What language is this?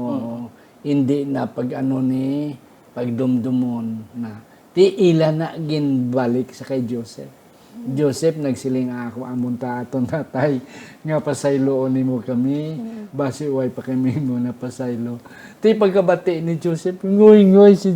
Hiligaynon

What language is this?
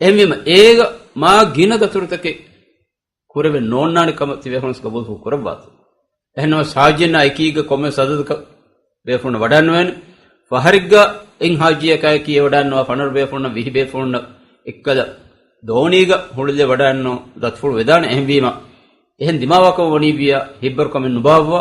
Divehi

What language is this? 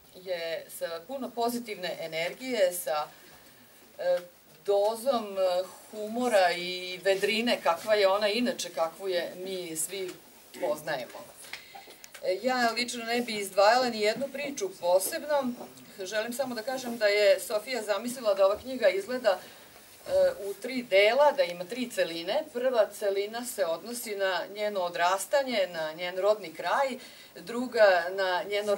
Serbian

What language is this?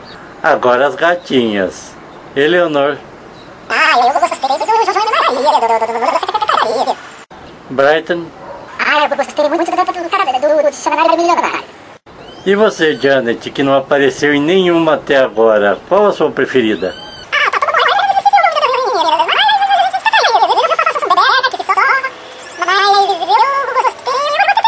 Portuguese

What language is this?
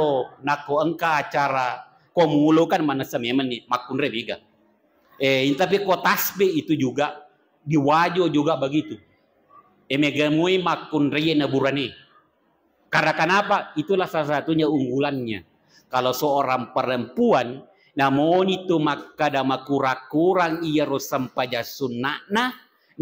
Buginese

